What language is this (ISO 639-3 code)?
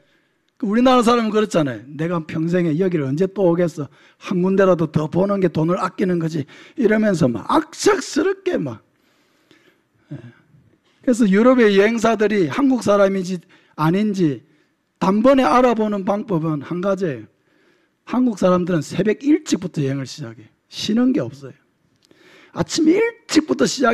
kor